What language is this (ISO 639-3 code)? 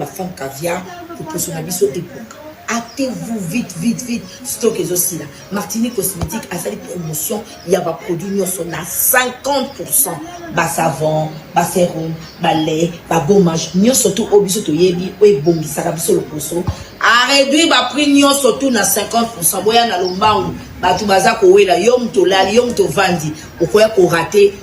lin